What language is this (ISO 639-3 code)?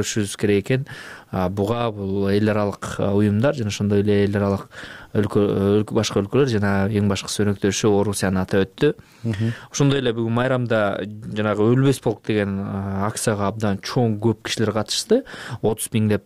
kir